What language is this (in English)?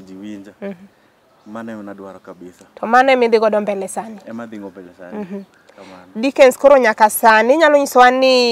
Luo (Kenya and Tanzania)